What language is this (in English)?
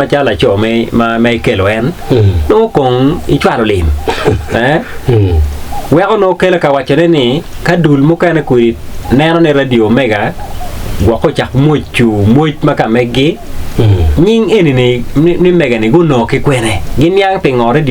Acoli